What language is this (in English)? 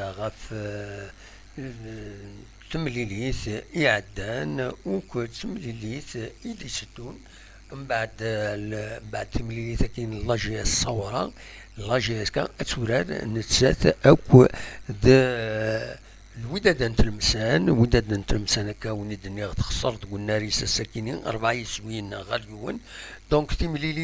Kabyle